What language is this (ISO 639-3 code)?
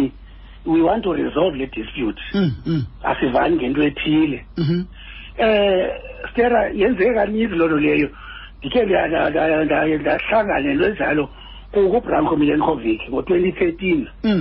xho